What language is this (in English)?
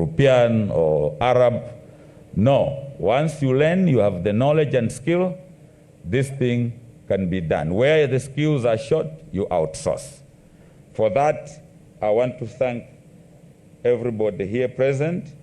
Tswana